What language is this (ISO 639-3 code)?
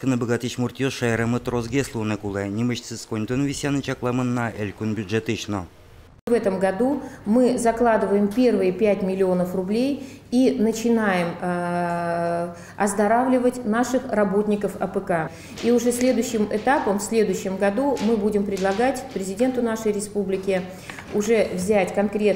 udm